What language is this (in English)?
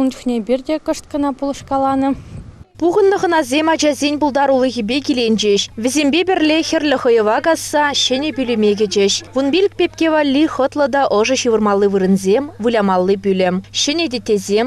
Chuvash